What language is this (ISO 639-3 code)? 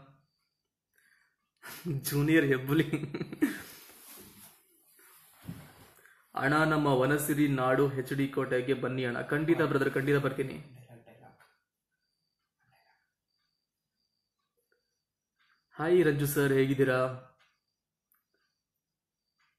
kan